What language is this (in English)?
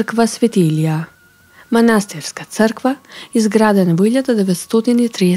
Macedonian